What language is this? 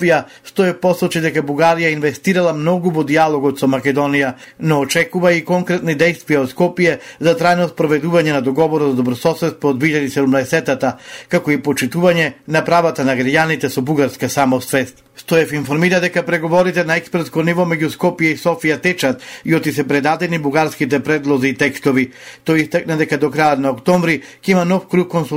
Macedonian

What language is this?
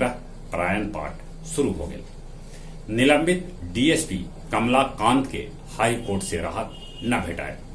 Magahi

